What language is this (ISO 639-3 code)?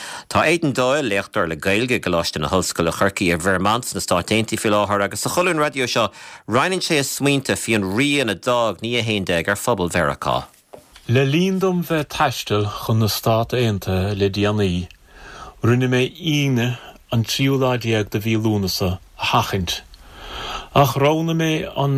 gle